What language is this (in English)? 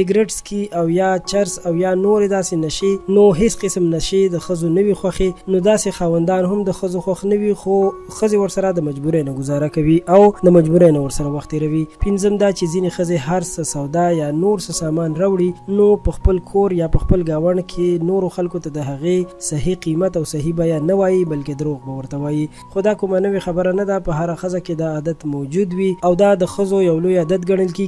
Pashto